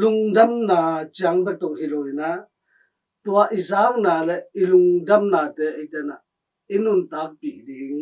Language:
Tedim Chin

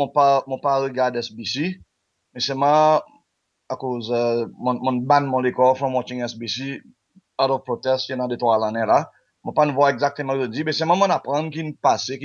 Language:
Seselwa Creole French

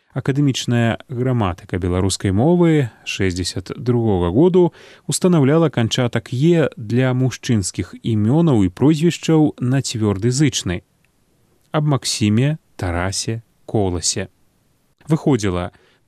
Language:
Belarusian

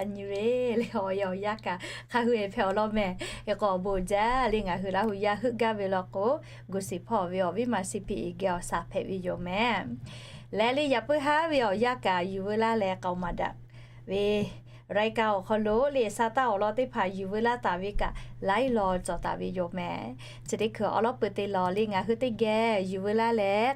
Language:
Lahu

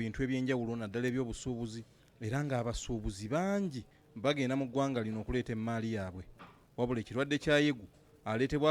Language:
Ganda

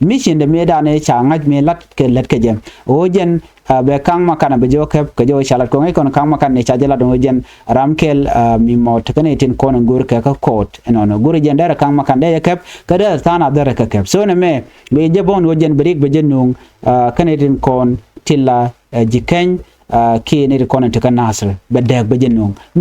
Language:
Nuer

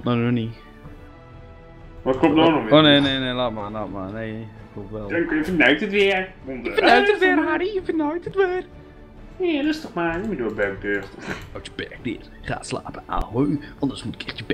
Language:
Dutch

